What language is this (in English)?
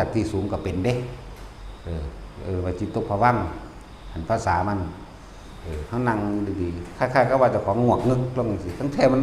Lao